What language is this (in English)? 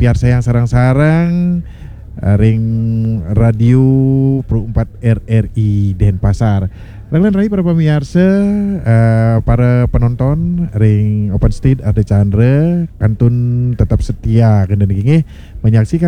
Balinese